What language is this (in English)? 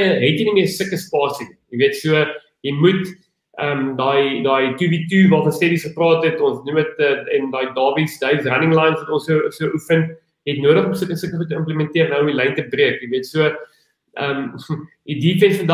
Afrikaans